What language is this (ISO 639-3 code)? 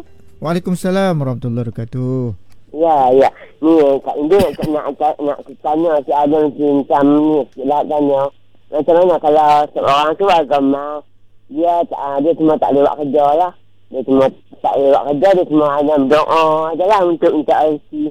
msa